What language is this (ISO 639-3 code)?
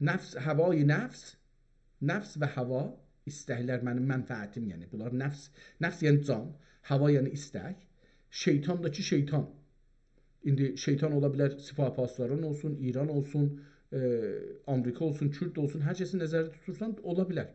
azb